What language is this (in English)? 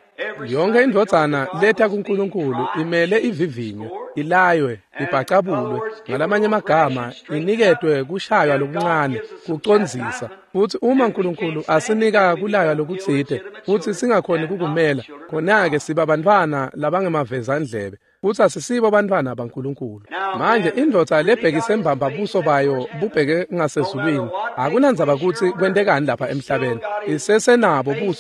Swati